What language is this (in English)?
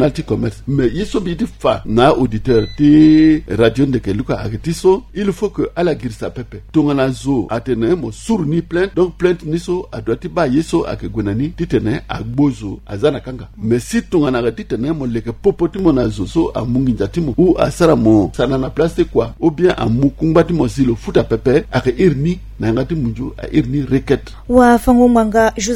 Sango